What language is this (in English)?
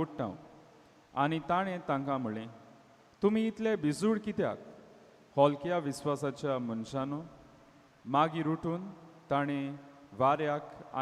Konkani